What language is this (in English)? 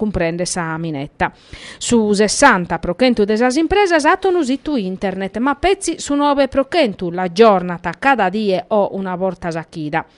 Sardinian